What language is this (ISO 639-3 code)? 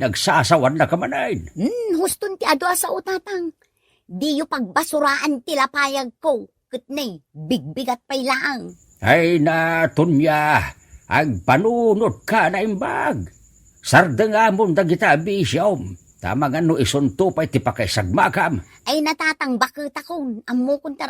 ilo